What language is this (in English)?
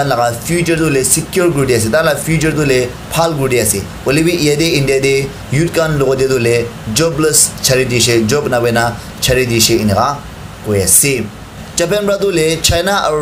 Naga Pidgin